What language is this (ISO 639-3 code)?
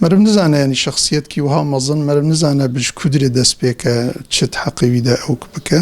kur